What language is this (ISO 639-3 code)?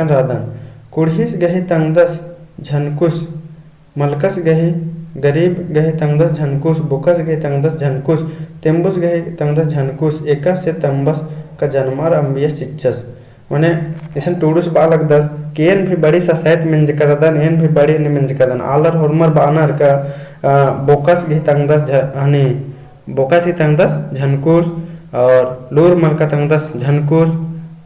kru